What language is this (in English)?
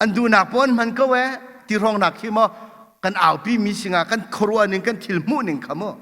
Hakha Chin